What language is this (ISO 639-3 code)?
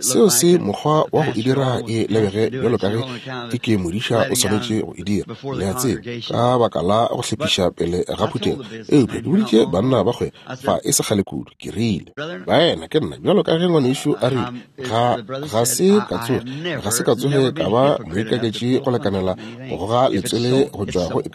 nso